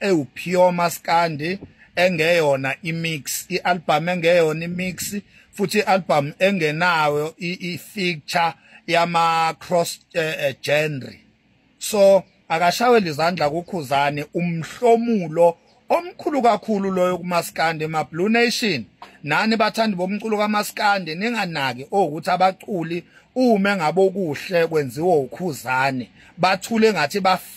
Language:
Zulu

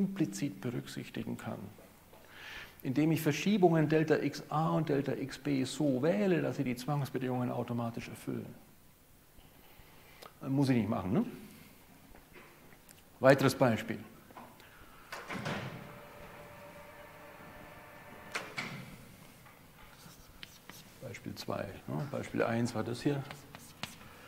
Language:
German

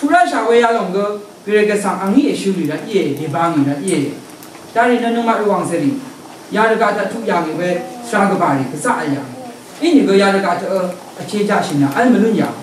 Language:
Rawang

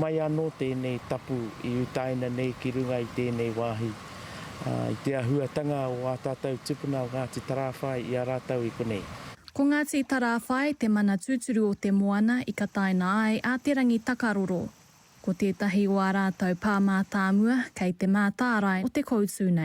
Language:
Māori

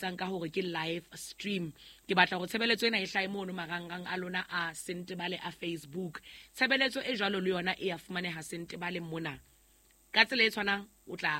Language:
Southern Sotho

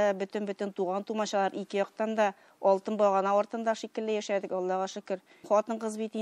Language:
Tatar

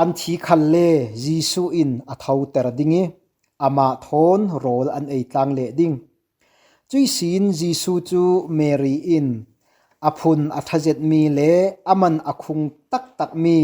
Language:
Falam Chin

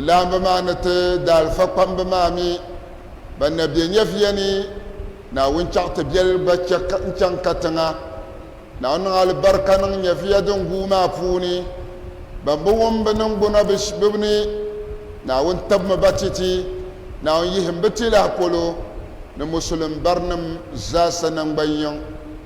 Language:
Dagbani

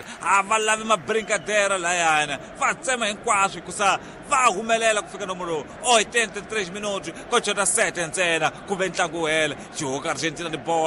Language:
Tsonga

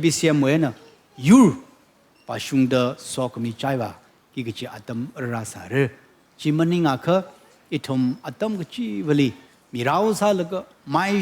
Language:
Tangkhul Naga (India)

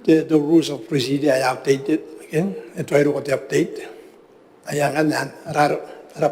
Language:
Gilbertese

